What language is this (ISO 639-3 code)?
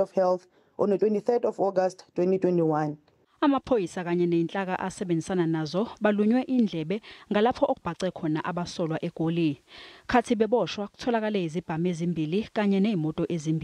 zul